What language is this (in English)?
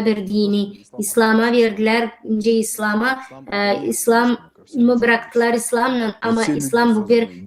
Gagauz